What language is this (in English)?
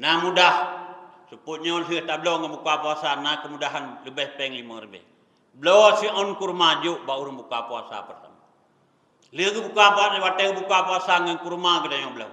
Achinese